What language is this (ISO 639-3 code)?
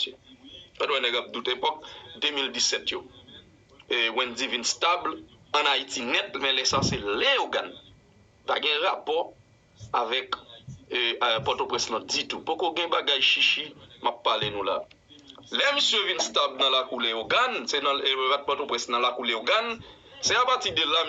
hat